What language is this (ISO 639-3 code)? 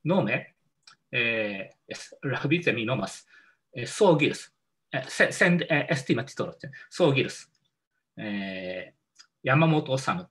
epo